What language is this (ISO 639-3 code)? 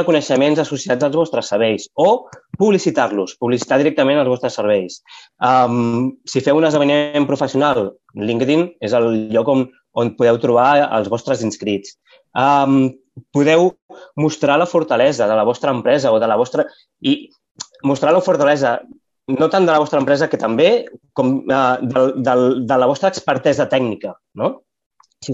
cat